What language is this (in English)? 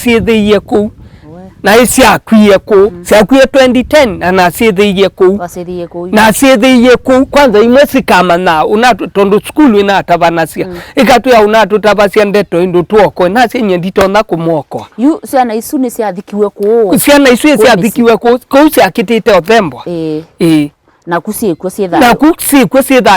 Kamba